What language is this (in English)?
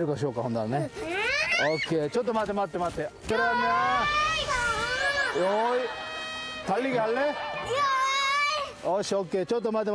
Korean